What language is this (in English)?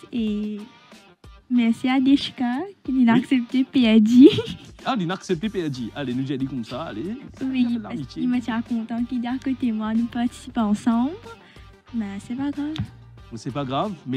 French